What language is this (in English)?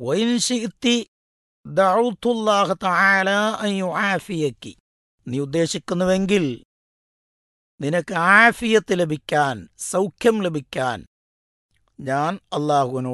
Malayalam